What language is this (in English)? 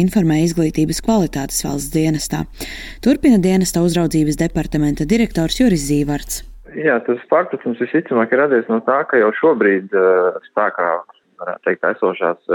Latvian